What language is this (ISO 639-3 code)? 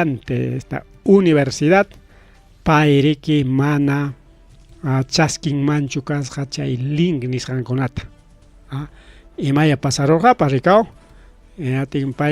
quy